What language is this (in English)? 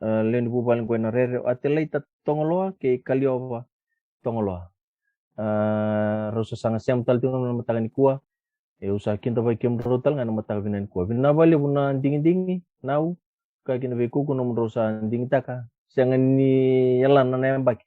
Fijian